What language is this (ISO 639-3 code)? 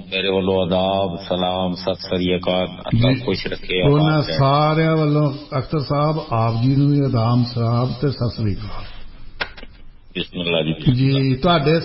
pan